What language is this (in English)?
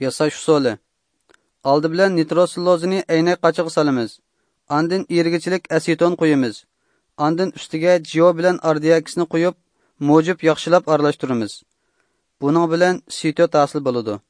Uyghur